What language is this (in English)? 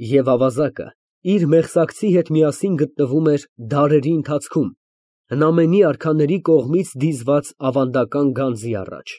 Armenian